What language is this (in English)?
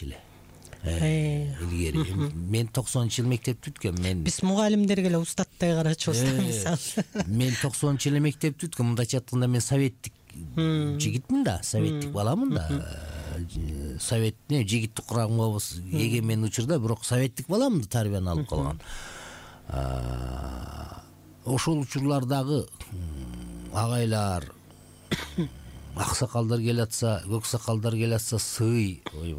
Kyrgyz